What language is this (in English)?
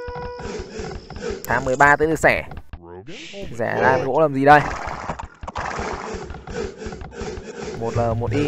Vietnamese